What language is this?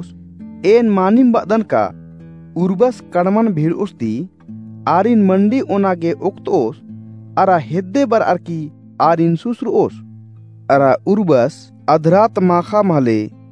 Kurukh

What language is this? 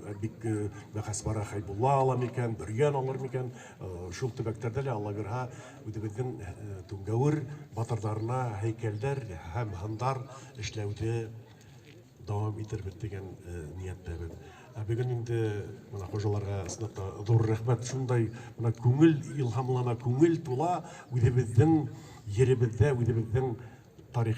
Bashkir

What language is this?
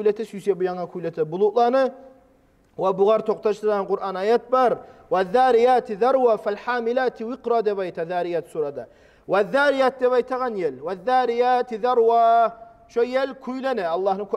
Kumyk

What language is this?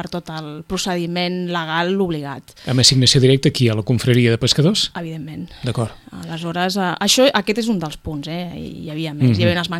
Catalan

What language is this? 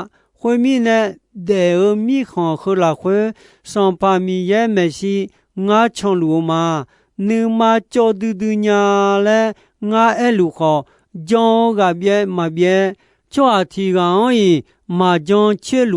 Akha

